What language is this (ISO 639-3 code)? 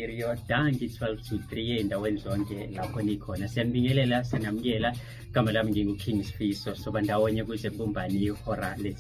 zul